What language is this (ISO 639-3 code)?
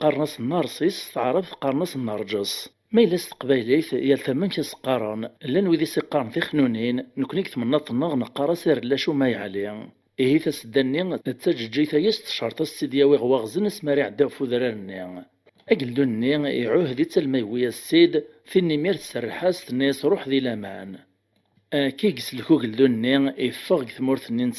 kab